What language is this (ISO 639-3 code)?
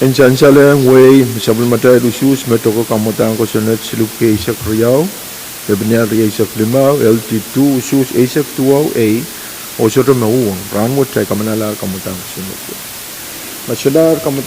pon